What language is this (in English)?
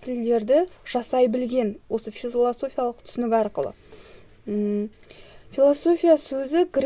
Kazakh